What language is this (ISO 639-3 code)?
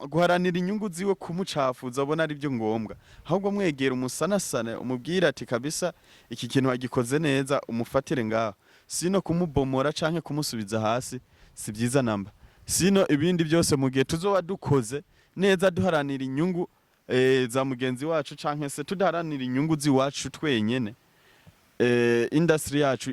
run